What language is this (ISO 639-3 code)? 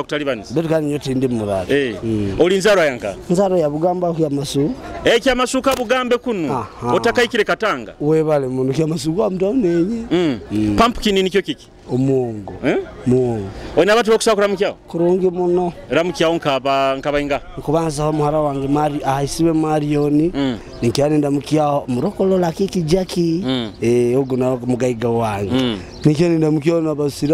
nyo